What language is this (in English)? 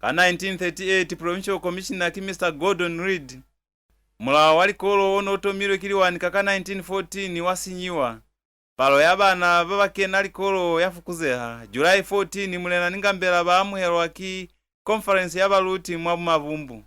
Lozi